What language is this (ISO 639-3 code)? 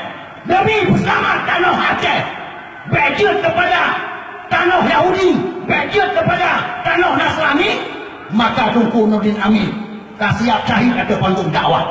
ace